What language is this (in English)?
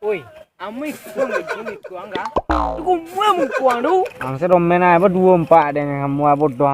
Minangkabau